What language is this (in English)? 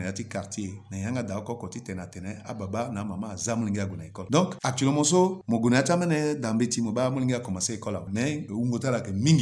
Sango